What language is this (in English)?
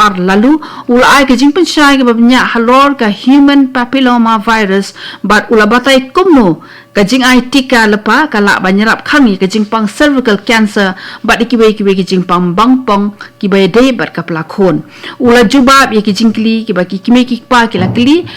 Khasi